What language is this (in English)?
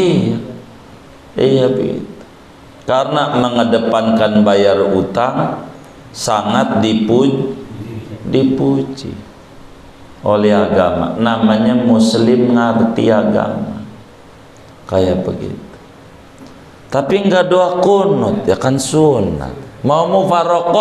Indonesian